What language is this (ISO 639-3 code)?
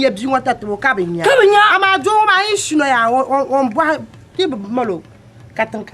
dag